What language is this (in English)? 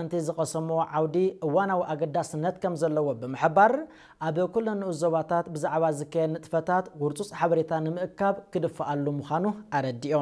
Tigrinya